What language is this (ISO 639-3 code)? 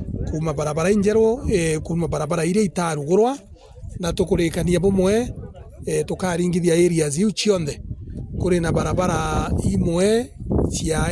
mer